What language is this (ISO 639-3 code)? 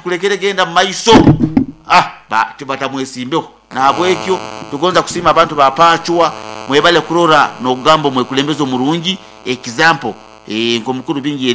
nyo